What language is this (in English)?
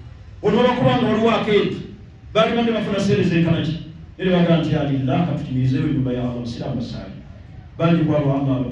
Ganda